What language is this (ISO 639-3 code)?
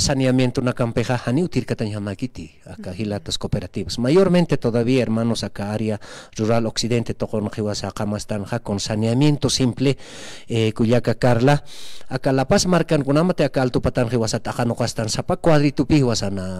aym